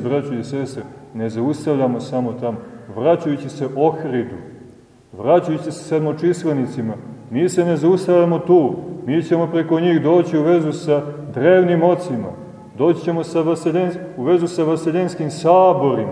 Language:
Serbian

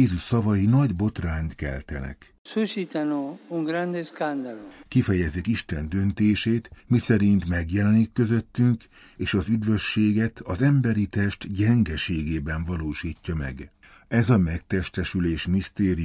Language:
Hungarian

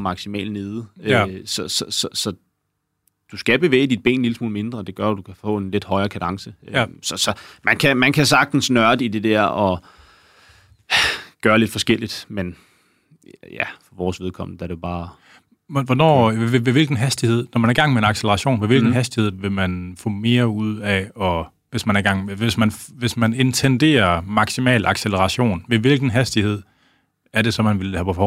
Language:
Danish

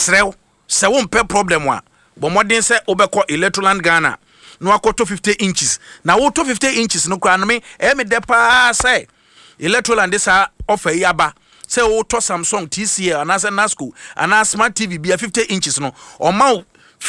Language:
Akan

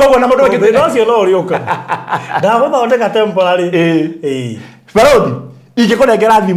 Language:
Kikuyu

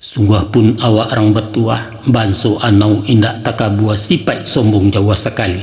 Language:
Minangkabau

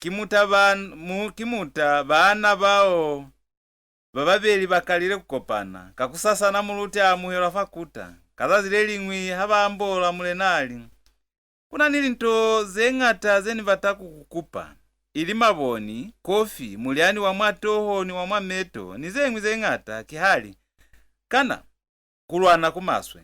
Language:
Lozi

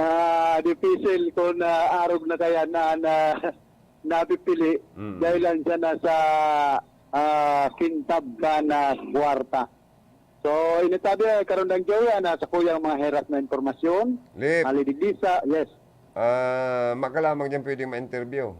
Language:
Bikol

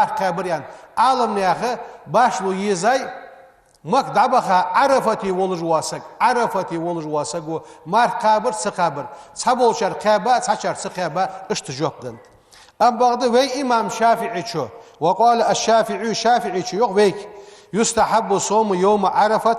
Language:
Ingush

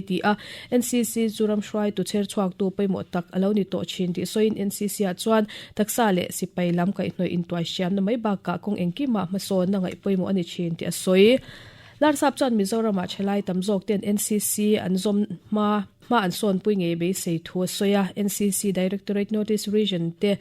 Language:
Mizo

